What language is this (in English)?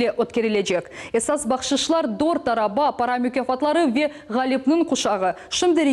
Crimean Tatar